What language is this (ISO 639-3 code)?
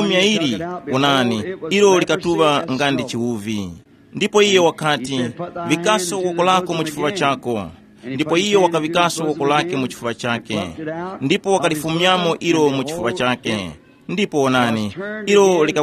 tum